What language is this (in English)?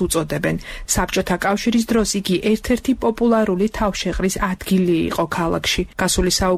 Georgian